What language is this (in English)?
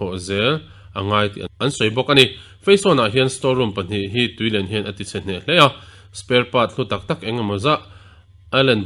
Mizo